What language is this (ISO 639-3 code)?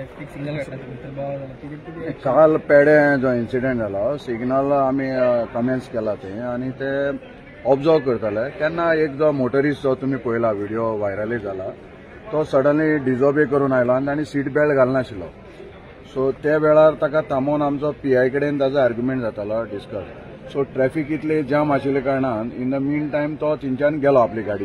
kok